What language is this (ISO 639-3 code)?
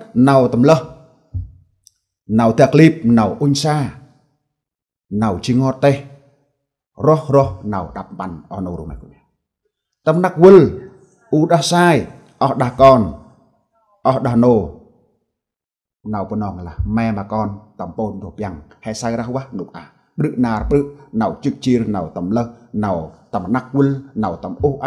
cmo